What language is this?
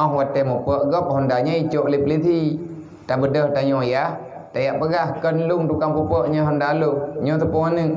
Achinese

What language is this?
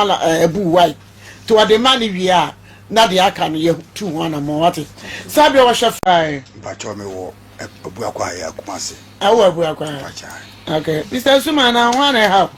Akan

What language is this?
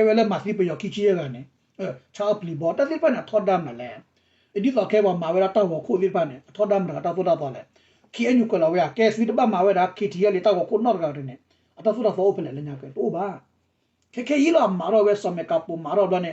S'gaw Karen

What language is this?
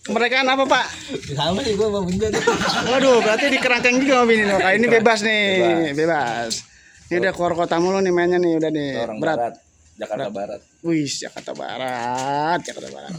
Betawi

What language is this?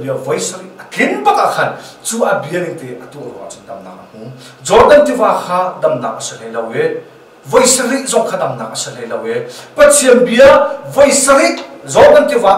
Hakha Chin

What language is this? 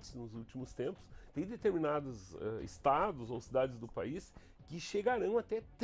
Portuguese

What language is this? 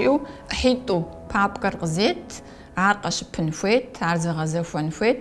Kabardian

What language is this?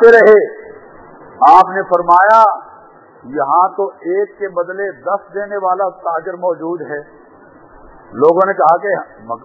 Urdu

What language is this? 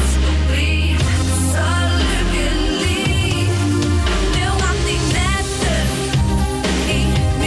Danish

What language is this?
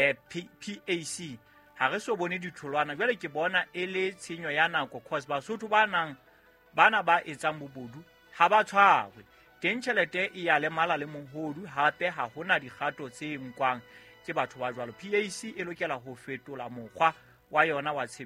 Southern Sotho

